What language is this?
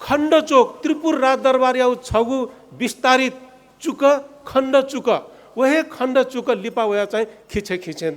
Newari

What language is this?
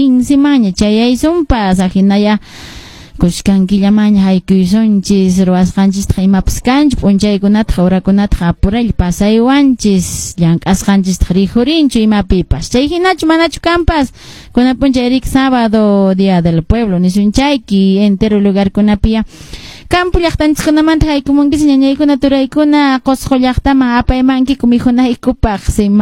Quechua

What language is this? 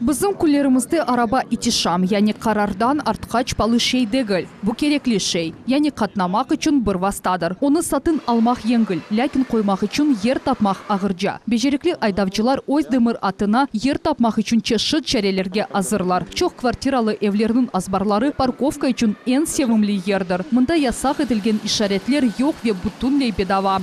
Crimean Tatar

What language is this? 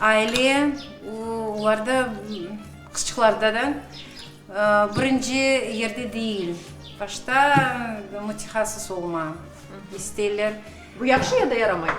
Crimean Tatar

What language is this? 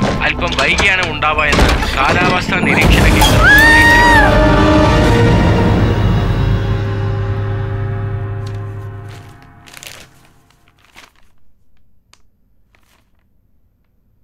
Malayalam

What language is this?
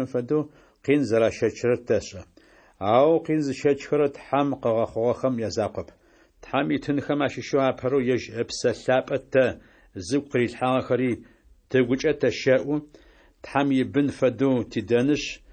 Adyghe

